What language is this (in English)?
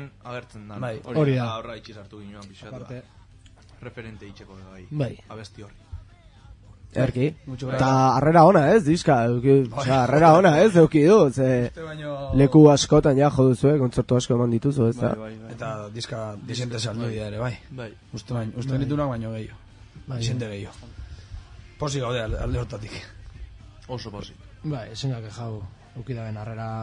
Basque